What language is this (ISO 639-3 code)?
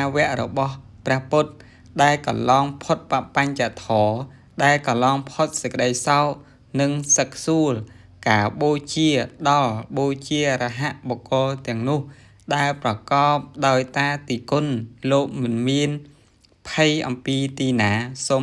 khm